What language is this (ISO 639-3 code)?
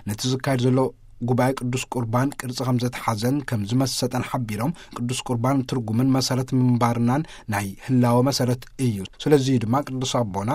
tir